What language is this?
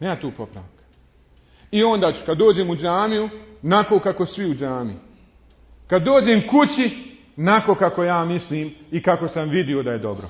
Bosnian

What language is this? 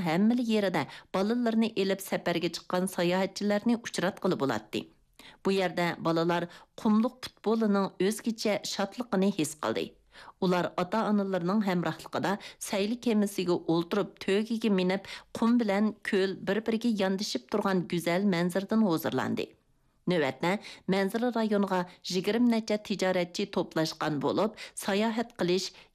Uyghur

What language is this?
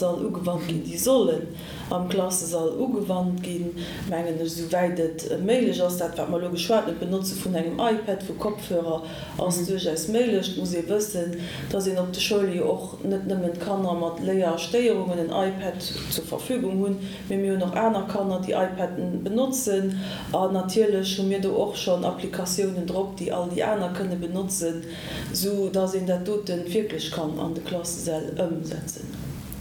Luxembourgish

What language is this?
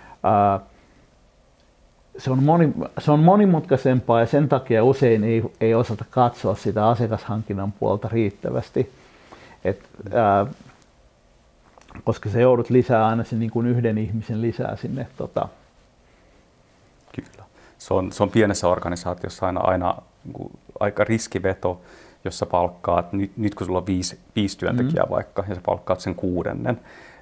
Finnish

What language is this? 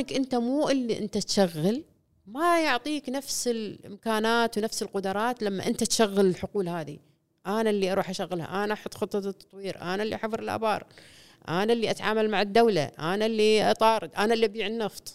Gulf Arabic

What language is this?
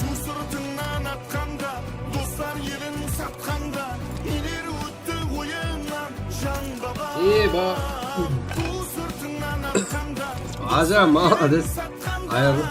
Kara-Kalpak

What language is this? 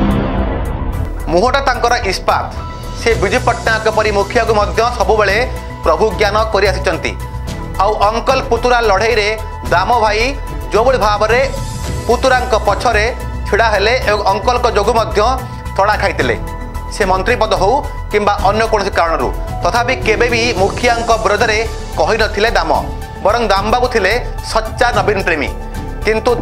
Odia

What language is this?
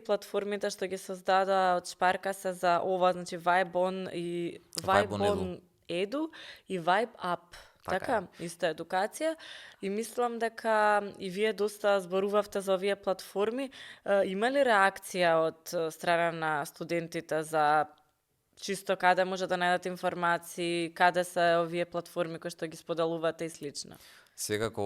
Macedonian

